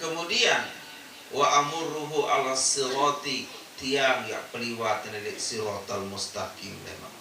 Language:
Sasak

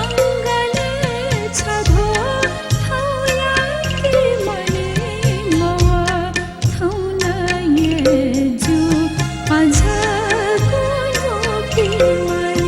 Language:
Newari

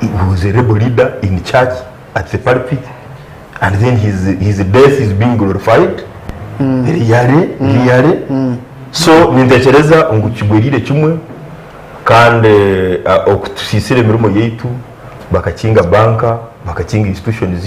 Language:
Nyankole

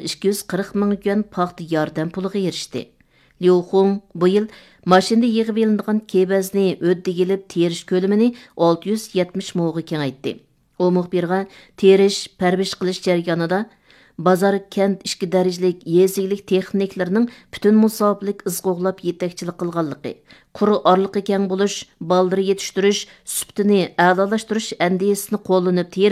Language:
Uyghur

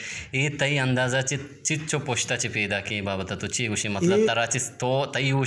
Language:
Eastern Balochi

